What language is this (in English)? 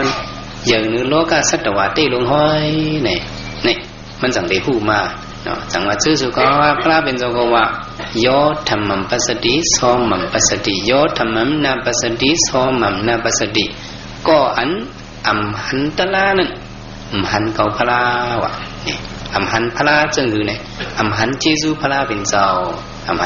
Shan